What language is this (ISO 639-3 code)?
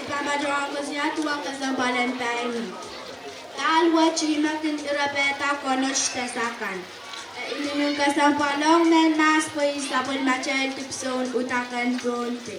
pon